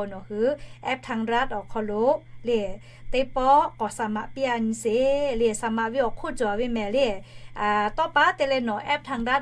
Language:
Lahu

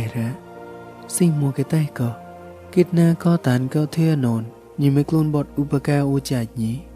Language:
Mon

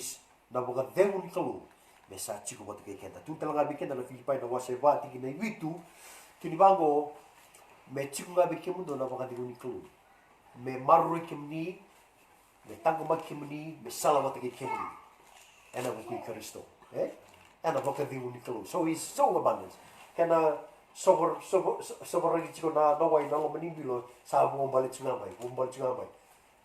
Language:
Fijian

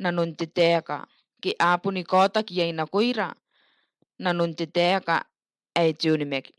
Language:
Gilbertese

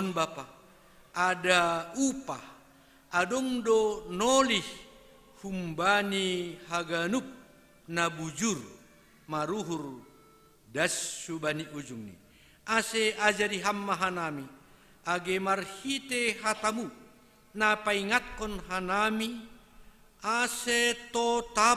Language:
Batak Simalungun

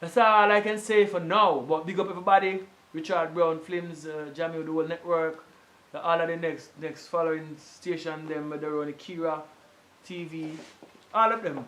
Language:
Jamaican Creole English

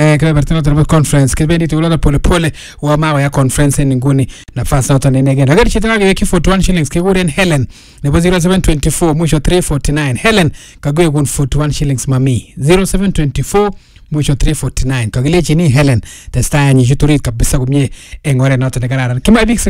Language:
Swahili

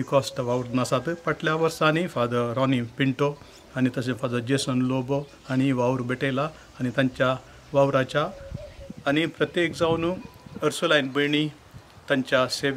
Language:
Konkani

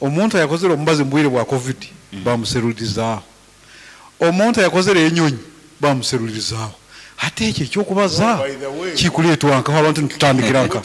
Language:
Nyankole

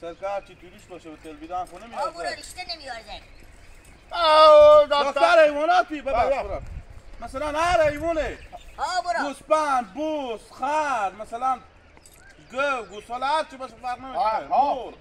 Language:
Hazaragi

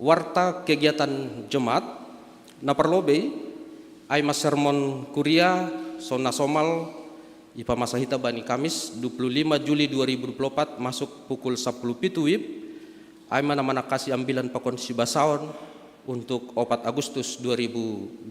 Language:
Batak Simalungun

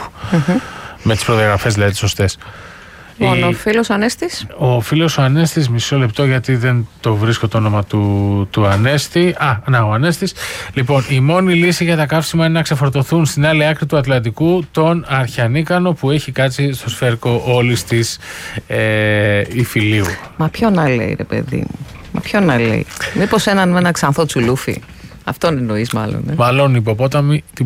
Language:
Greek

